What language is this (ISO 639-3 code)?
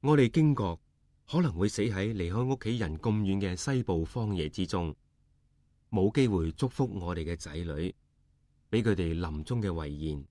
yue